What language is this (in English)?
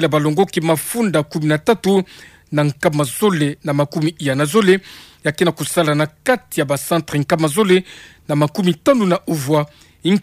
Kituba (Democratic Republic of Congo)